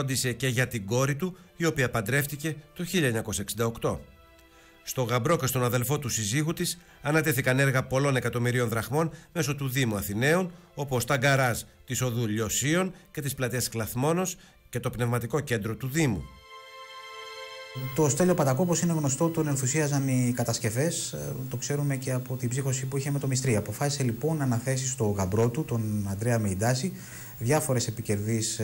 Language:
Greek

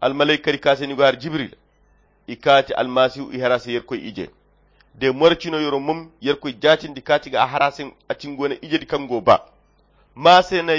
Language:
Koyra Chiini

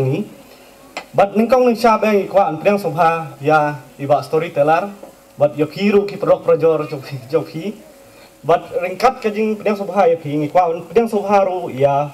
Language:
Khasi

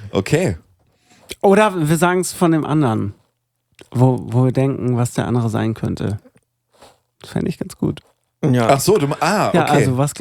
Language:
German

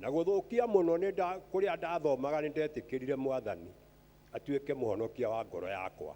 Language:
Kikuyu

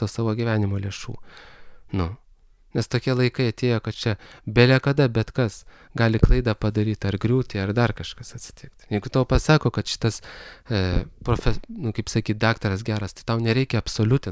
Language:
Lithuanian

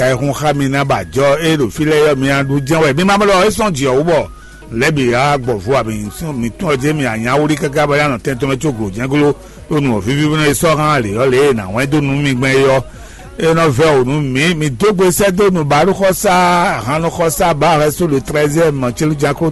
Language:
Fon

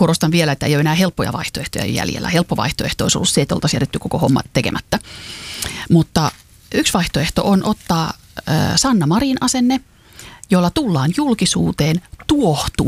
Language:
Finnish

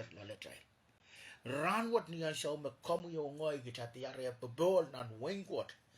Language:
Pohnpeian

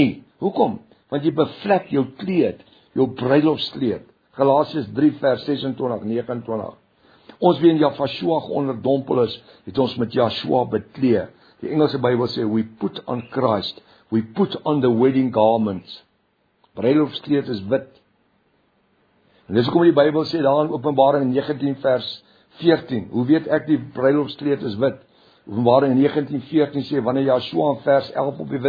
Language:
Afrikaans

